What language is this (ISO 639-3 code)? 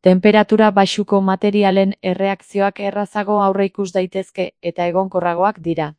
eus